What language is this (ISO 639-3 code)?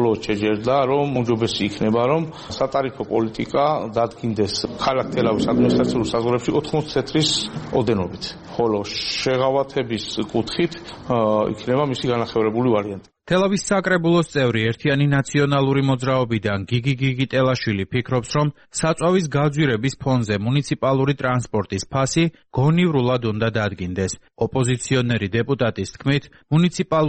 kat